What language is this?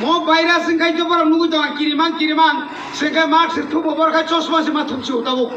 Kok Borok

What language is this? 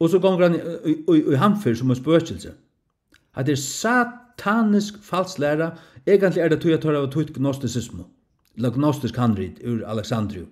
Faroese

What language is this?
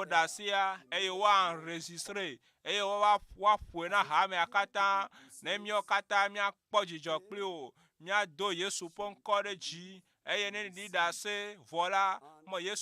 Ewe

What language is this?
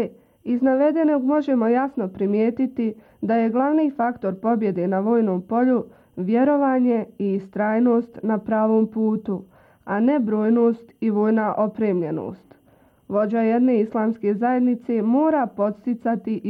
Bosnian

